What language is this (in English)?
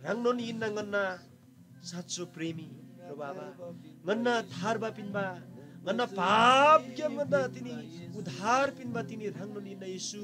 Eastern Tamang